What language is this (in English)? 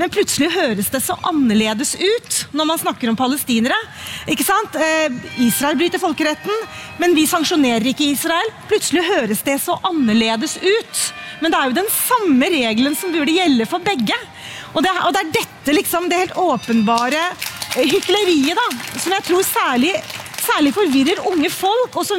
Norwegian